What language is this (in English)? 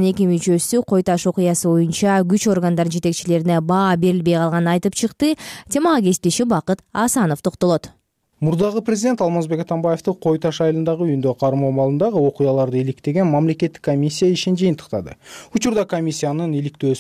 Kyrgyz